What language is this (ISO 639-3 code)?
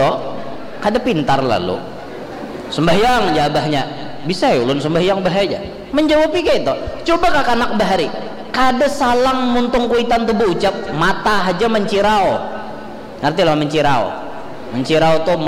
bjn